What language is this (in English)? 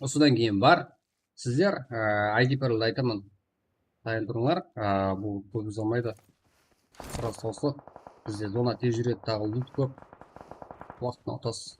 Kara-Kalpak